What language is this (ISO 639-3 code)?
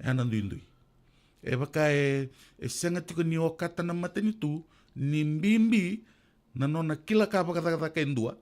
fij